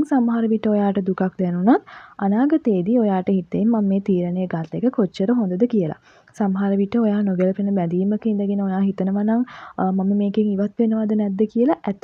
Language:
Sinhala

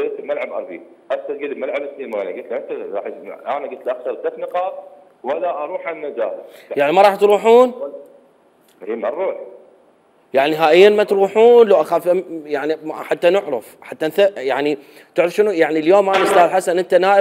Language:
Mesopotamian Arabic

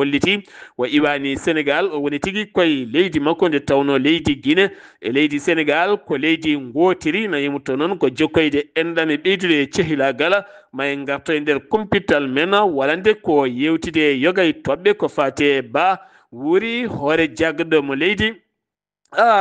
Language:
Fula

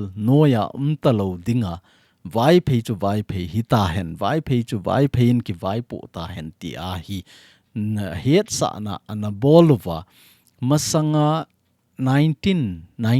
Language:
Thado Chin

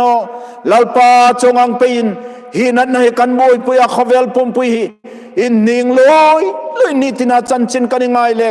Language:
Hmar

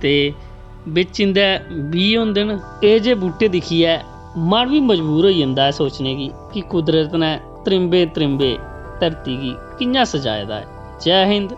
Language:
Dogri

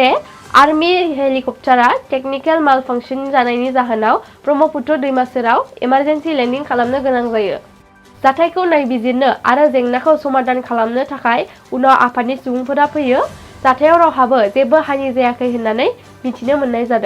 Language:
Bodo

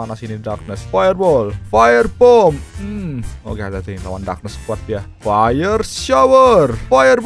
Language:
Indonesian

